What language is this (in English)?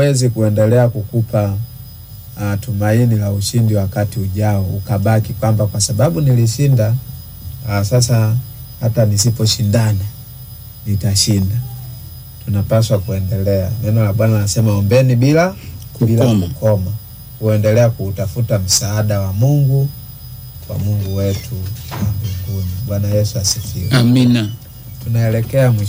Swahili